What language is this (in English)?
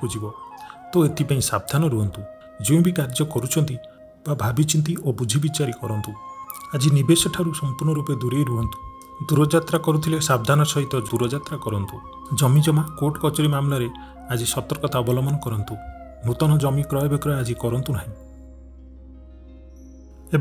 Odia